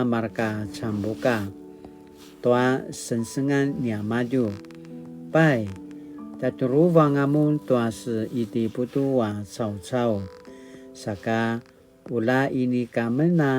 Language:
Paiwan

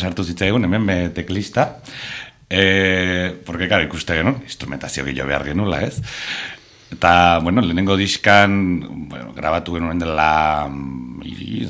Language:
Basque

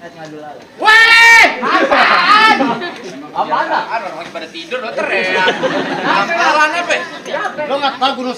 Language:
Betawi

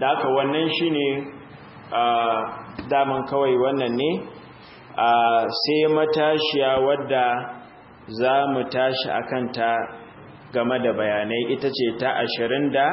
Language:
Hausa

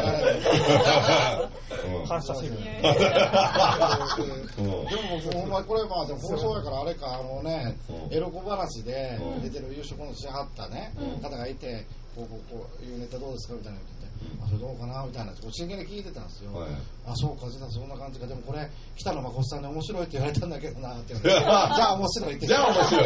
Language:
Japanese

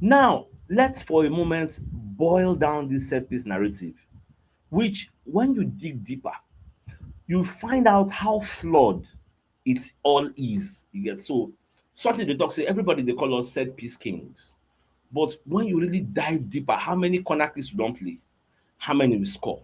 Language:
Nigerian Pidgin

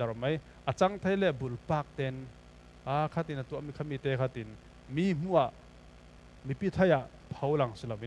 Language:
Falam Chin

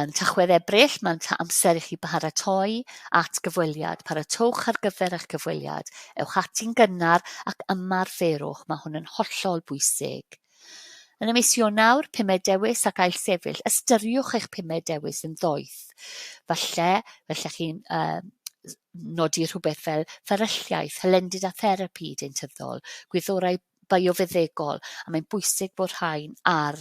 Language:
Welsh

